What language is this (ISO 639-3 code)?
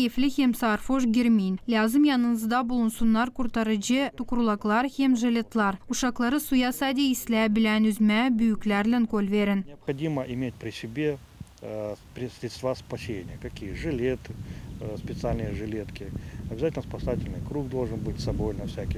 gag